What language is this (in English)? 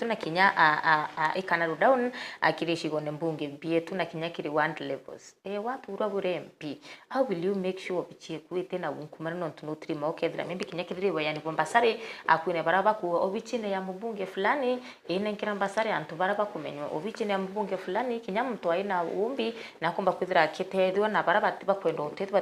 Meru